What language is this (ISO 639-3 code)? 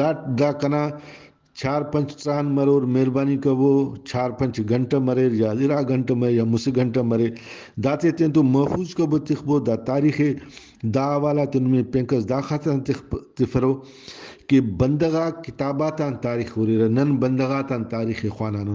brh